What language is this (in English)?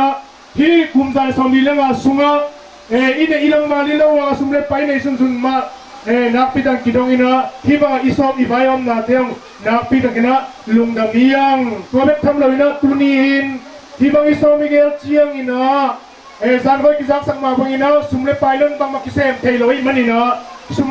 Tedim Chin